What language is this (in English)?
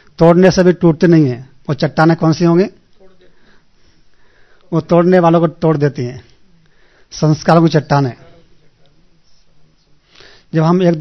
Hindi